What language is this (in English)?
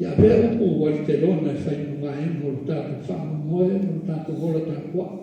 Samoan